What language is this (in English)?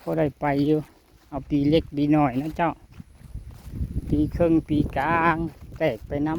Lao